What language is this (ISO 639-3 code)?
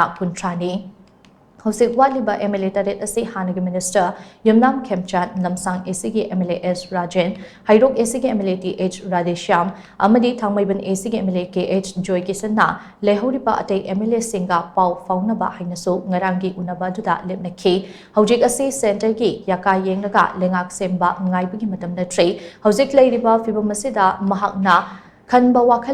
mni